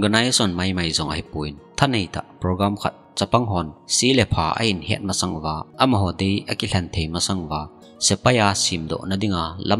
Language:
Thado Chin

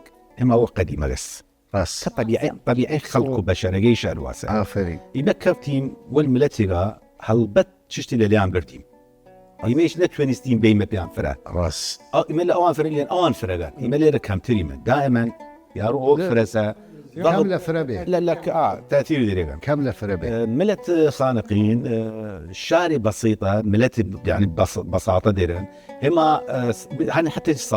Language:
Southern Kurdish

